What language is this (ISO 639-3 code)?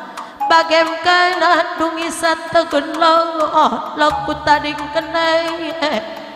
btx